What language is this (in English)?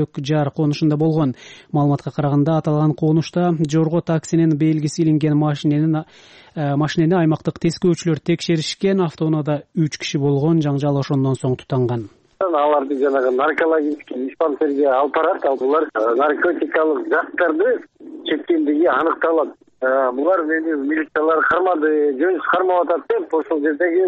Kyrgyz